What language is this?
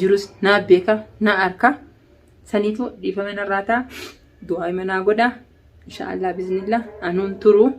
Oromo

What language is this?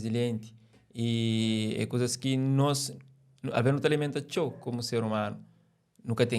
Kabuverdianu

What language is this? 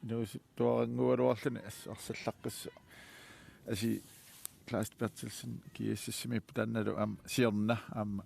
Kalaallisut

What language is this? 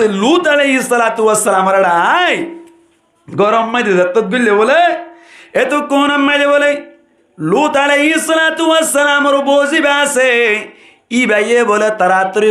Rohingya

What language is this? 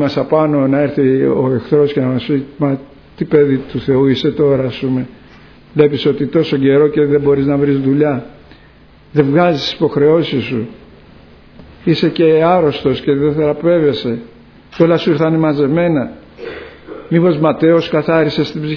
Greek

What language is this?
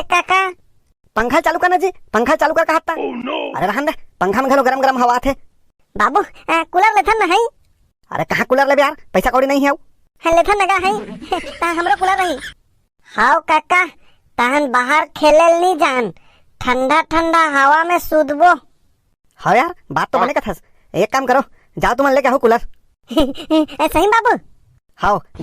Chhattisgarhi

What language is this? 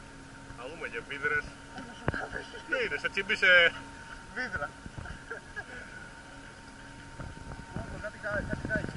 Greek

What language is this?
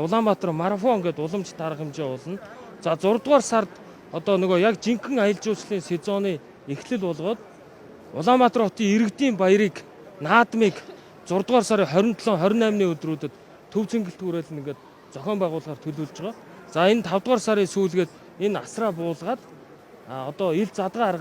Mongolian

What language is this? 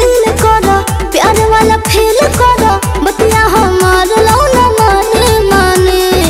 Bhojpuri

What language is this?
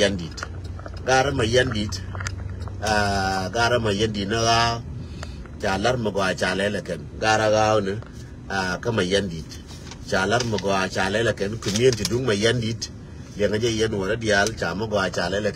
Nuer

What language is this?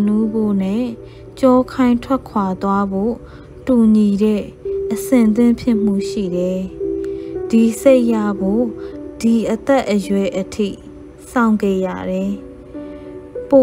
Burmese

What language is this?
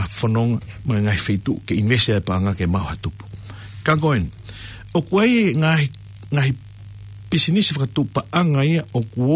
Tongan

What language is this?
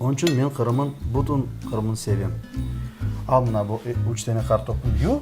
Crimean Tatar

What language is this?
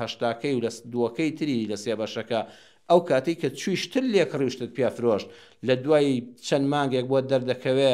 Central Kurdish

